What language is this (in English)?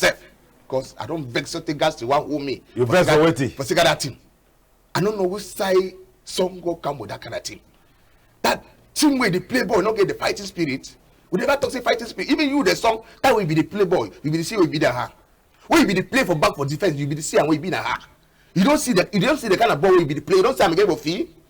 Cameroon Pidgin